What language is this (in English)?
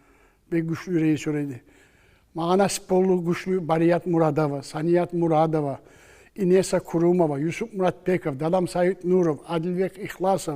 Kumyk